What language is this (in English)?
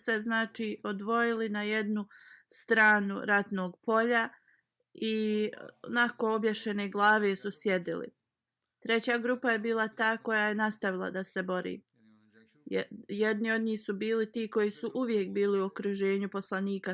Bosnian